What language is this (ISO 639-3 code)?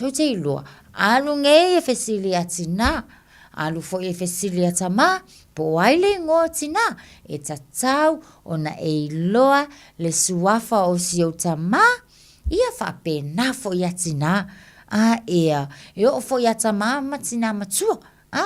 smo